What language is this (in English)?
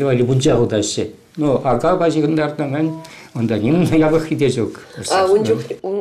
Chuvash